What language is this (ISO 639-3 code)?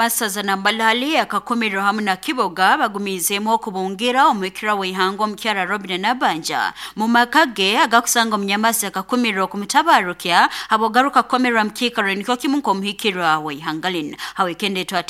nyo